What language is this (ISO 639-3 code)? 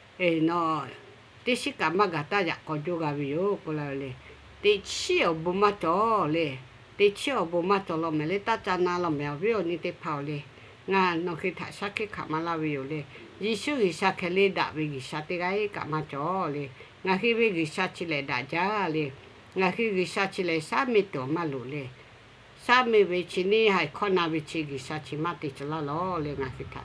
lhu